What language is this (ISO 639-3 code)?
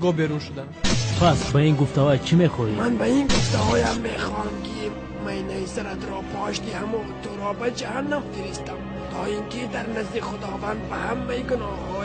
tgk